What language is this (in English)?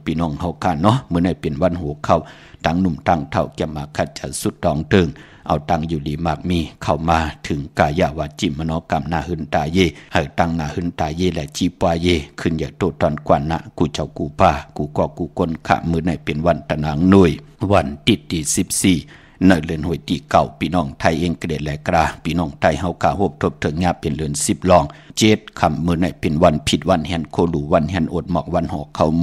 Shan